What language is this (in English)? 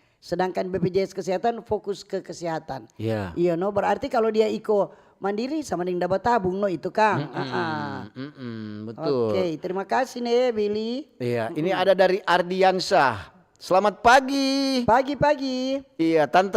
Manado Malay